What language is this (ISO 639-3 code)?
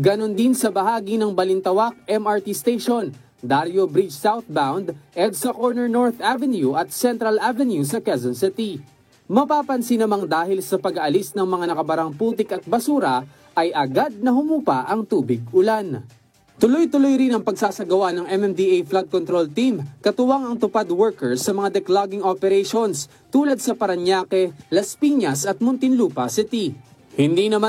fil